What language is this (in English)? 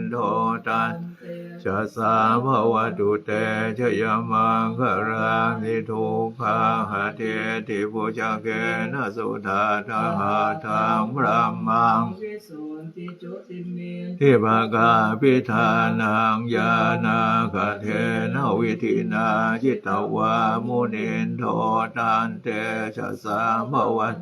Pali